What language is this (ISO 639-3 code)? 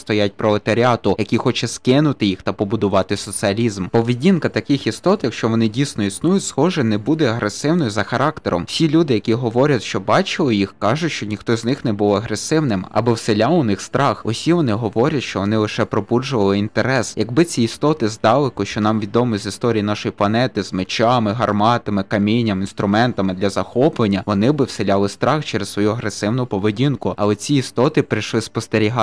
ukr